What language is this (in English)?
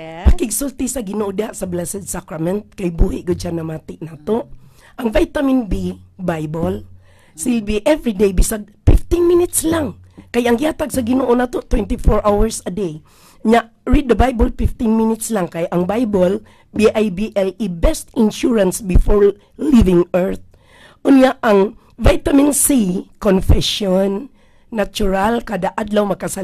Cebuano